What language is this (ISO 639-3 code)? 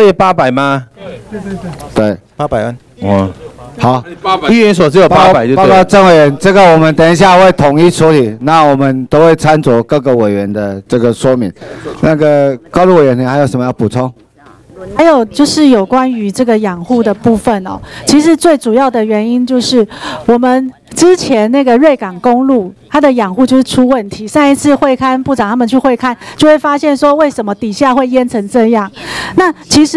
zho